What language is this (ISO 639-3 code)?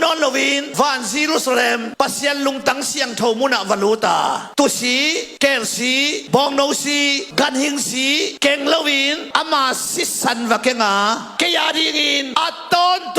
ctd